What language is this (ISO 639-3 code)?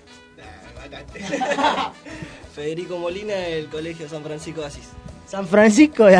spa